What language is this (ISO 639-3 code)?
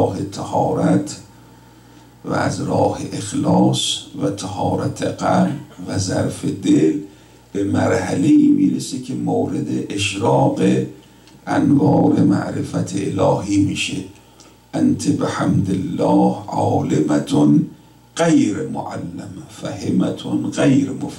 fas